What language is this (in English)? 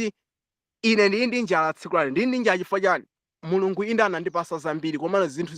Nyanja